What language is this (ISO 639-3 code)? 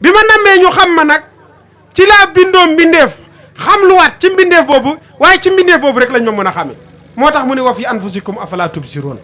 wol